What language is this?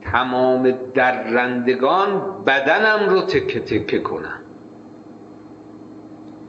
Persian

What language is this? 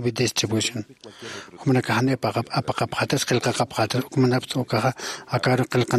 Aymara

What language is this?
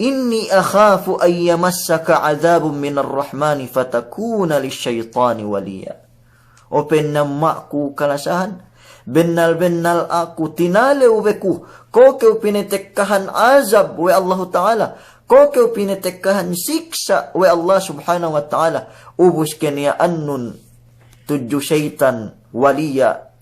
Yakan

